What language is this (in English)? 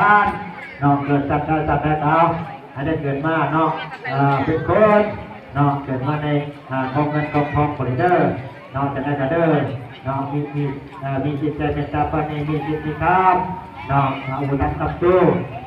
Lao